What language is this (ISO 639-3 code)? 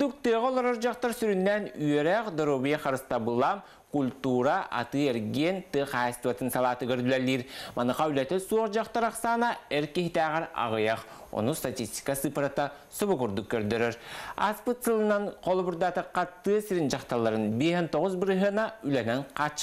sah